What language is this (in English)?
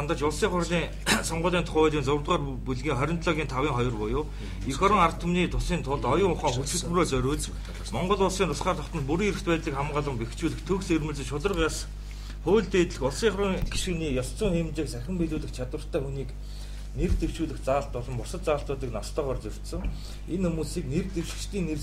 Mongolian